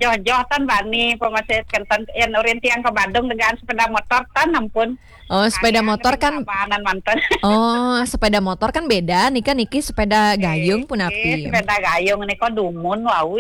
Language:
Balinese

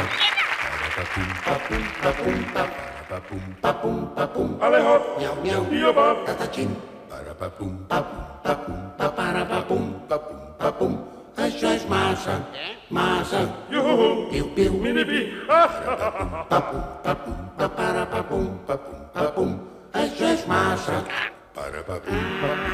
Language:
Catalan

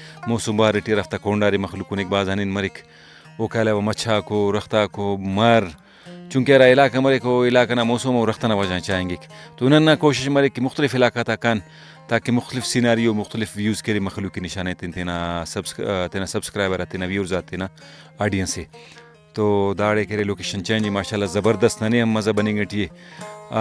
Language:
Brahui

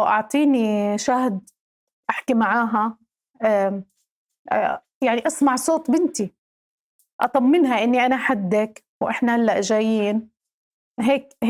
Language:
North Levantine Arabic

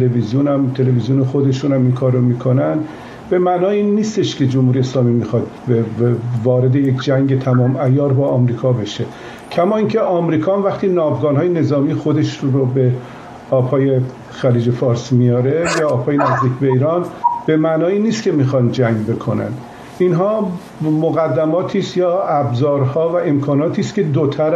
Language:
Persian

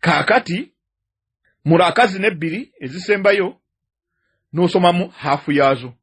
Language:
Ganda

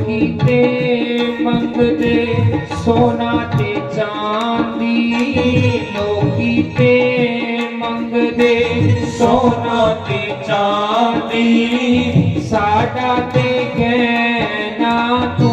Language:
Dogri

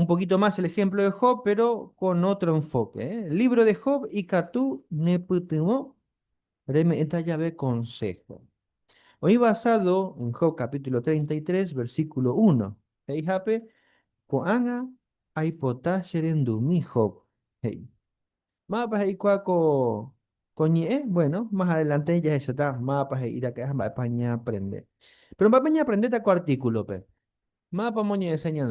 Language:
Guarani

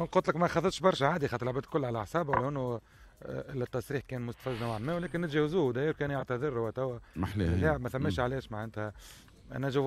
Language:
Tunisian Arabic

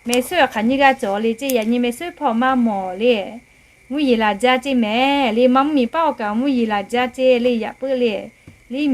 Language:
Lahu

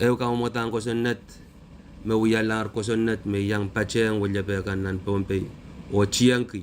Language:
Pohnpeian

